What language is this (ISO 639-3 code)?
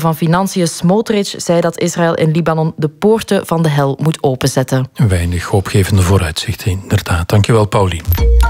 nld